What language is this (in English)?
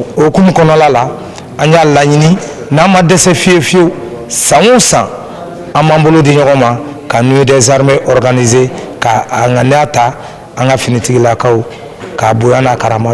Bambara